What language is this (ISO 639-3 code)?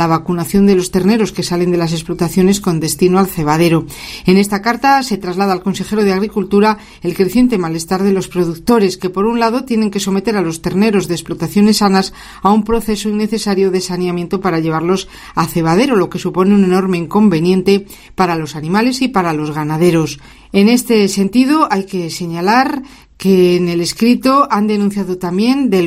spa